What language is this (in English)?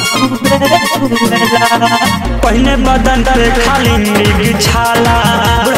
Bhojpuri